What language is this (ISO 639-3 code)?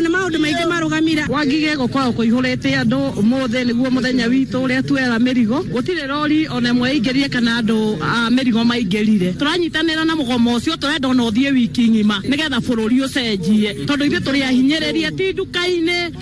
kik